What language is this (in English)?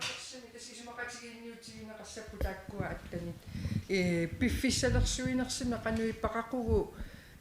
Kalaallisut